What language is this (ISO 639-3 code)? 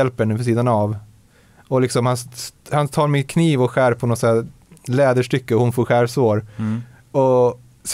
swe